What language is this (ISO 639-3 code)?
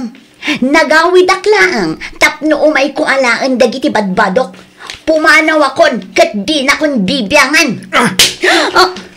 ilo